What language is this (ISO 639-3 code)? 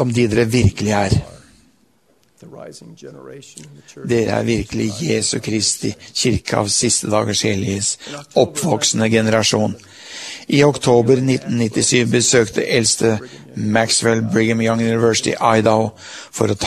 nor